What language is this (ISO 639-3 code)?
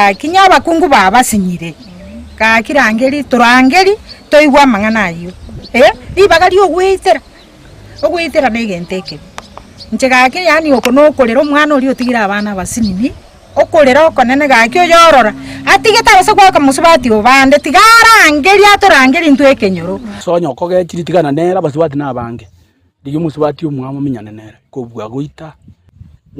guz